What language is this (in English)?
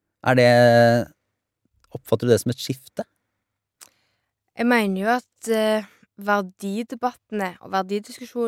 Norwegian